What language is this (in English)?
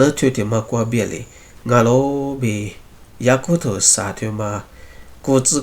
Lisu